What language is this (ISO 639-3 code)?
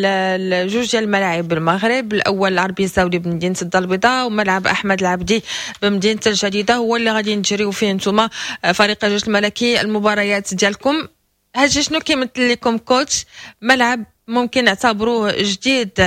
ary